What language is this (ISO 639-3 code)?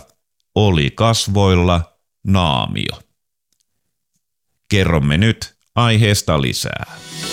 fin